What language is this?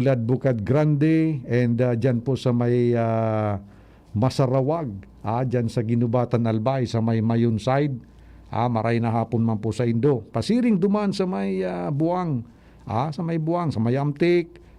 Bikol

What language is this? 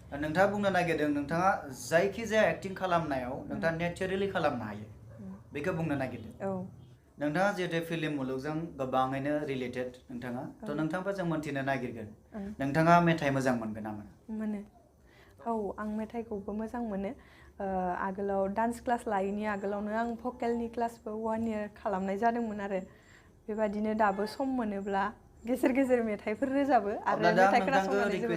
Bodo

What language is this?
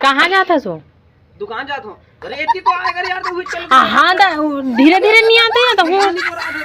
Chhattisgarhi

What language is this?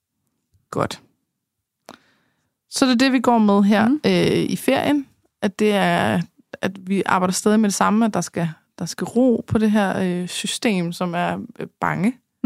Danish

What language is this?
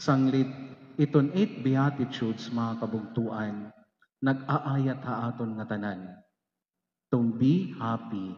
Waray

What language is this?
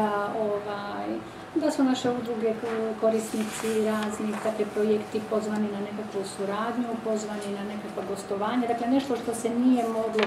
Croatian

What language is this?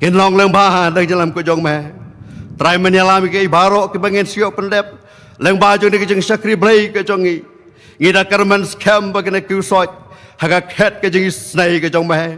Khasi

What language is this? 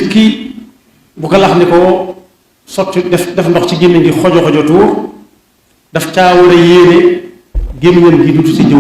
Wolof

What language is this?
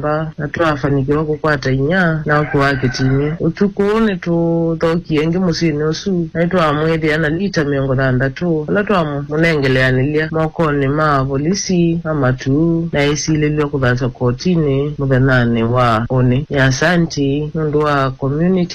Kamba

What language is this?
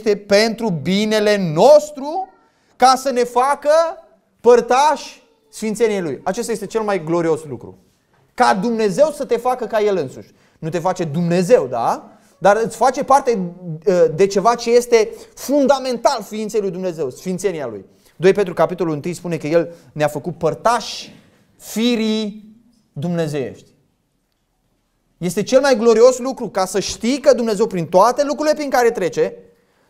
Romanian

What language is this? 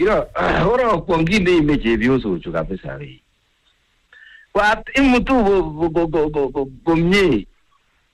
Swahili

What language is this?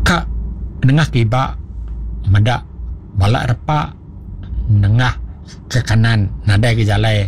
Iban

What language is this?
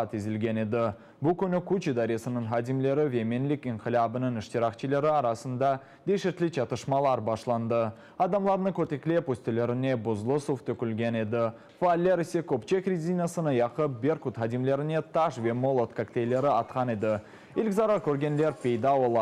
Crimean Tatar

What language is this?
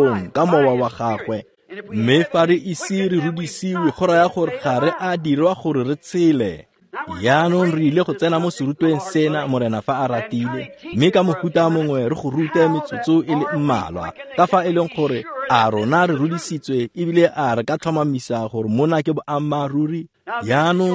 Tswana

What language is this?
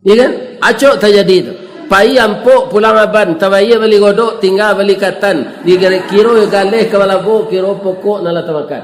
Minangkabau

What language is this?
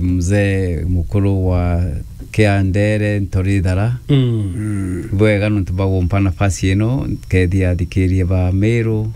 Meru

